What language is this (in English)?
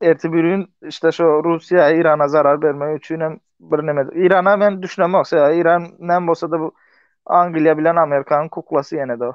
Turkmen